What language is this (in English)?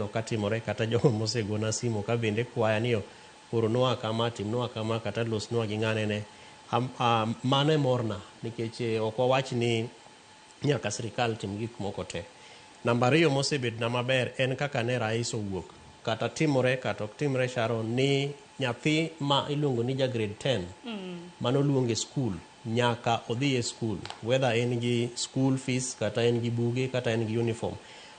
Luo (Kenya and Tanzania)